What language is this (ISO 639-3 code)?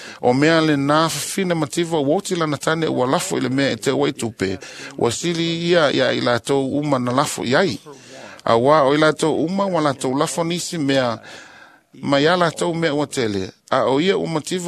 smo